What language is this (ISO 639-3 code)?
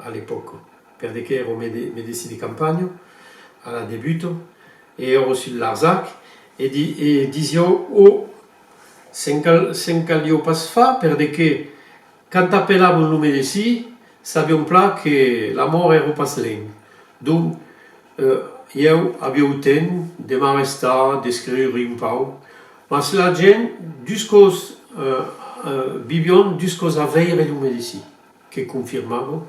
oci